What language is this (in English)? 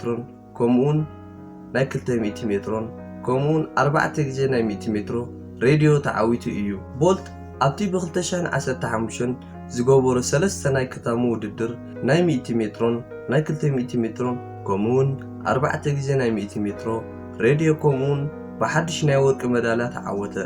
Tigrinya